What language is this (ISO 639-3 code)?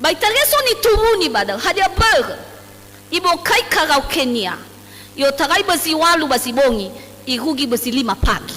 nia